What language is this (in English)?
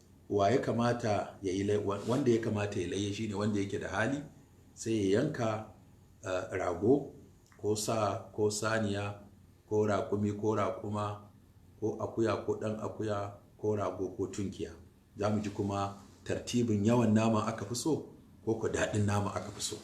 Hausa